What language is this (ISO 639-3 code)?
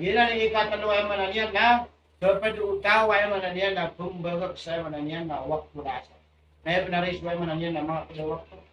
mrw